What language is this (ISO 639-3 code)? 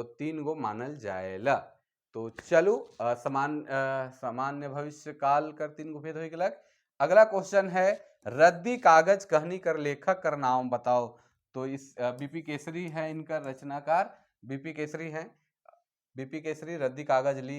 sck